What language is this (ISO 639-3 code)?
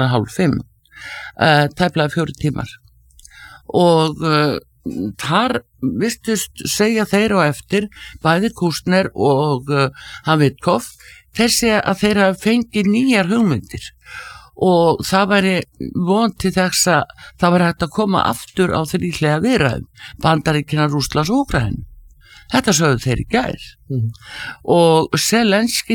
isl